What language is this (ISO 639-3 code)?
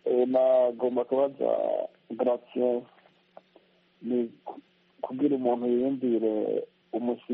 kin